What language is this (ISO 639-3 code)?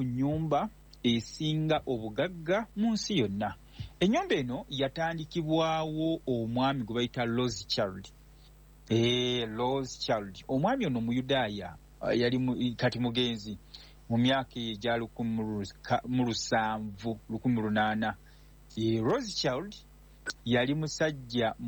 lug